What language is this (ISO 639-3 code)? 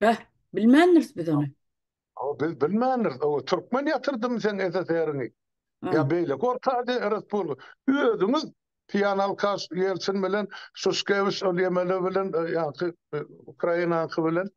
tuk